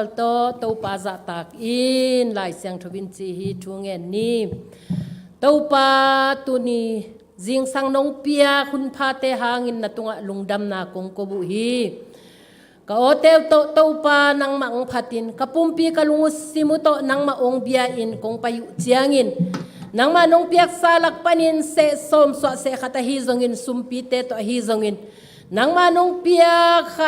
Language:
Tedim Chin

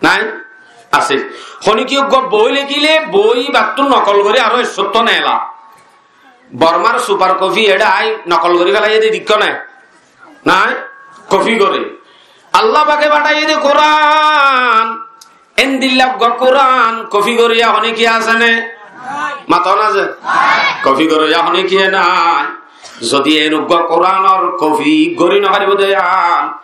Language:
Rohingya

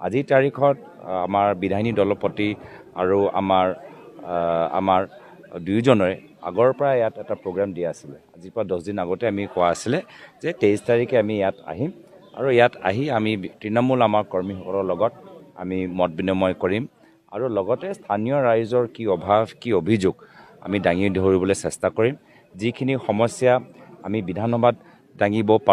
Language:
Assamese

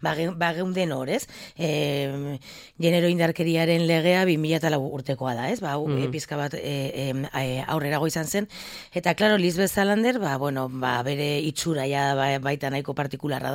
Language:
Basque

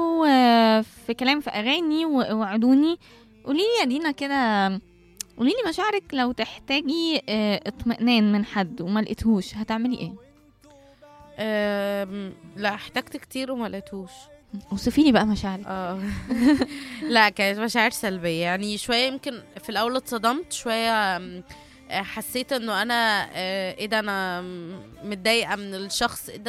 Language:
Egyptian Arabic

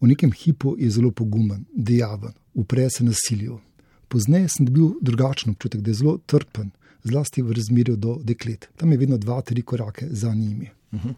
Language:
Slovenian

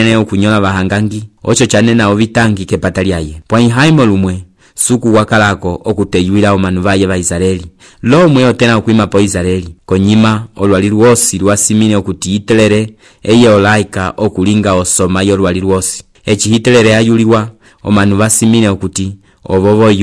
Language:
Umbundu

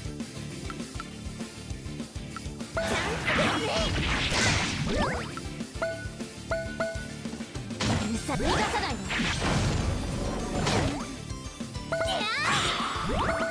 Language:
Japanese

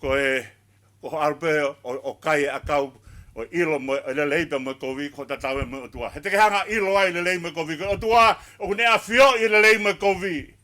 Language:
Tongan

